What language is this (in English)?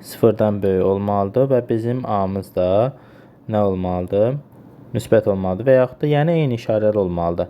Azerbaijani